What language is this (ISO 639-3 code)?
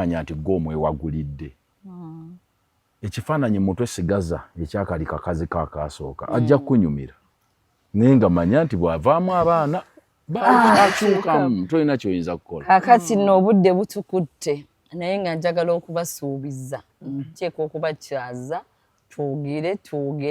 lug